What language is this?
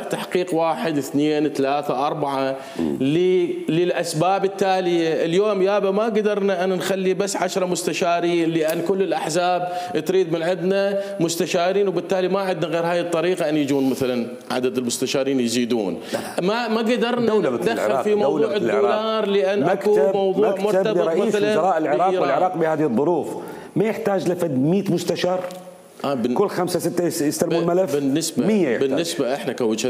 Mesopotamian Arabic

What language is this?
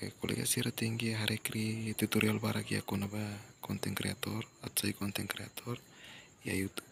Tetum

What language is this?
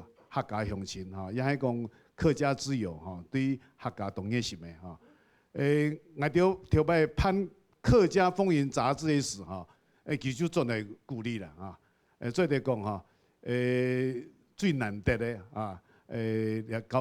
Hakka Chinese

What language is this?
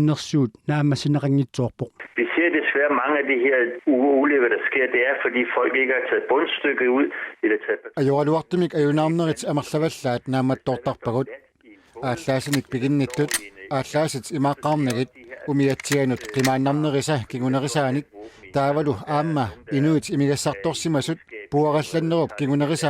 Kalaallisut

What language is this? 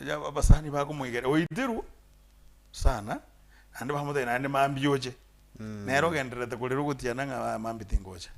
Gusii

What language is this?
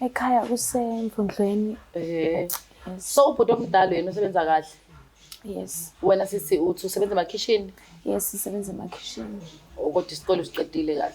Zulu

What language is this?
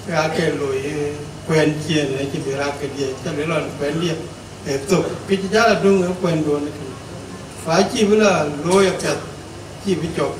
Dinka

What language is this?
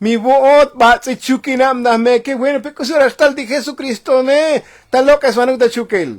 Tzotzil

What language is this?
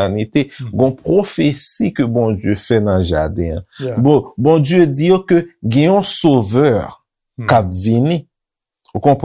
Haitian Creole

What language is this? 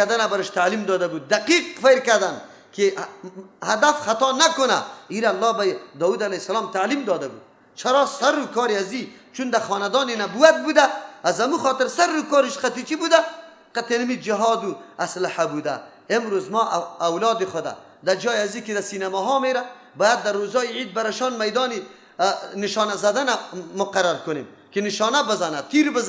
Persian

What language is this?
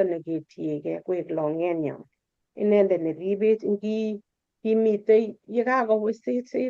Kalenjin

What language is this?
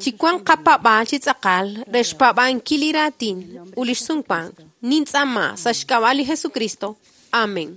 Kekchí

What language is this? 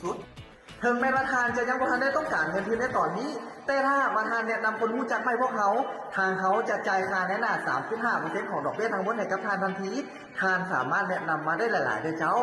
Lao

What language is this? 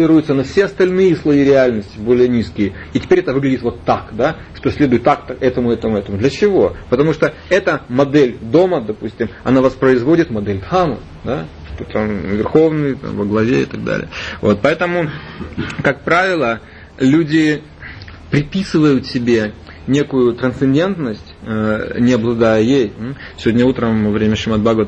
Russian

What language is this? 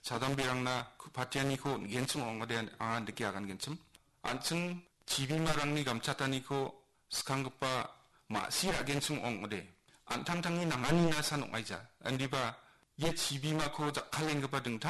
Garo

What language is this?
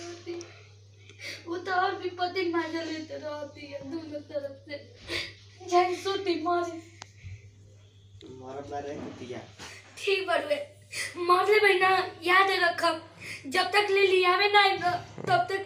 Bhojpuri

